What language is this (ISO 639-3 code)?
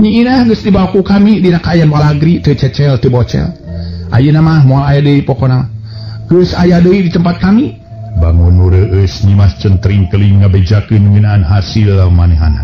sun